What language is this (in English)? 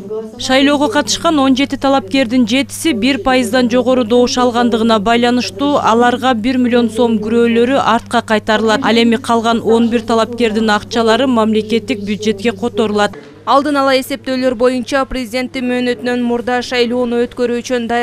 Kyrgyz